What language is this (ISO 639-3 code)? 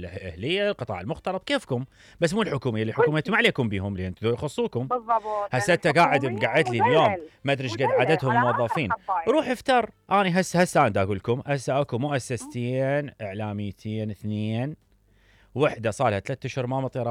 acm